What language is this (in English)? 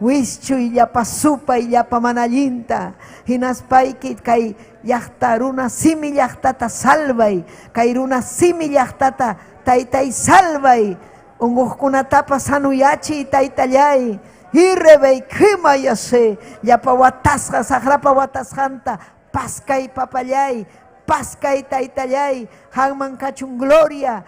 Ayacucho Quechua